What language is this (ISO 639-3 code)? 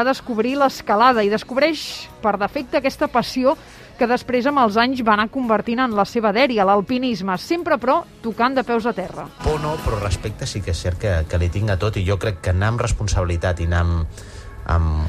cat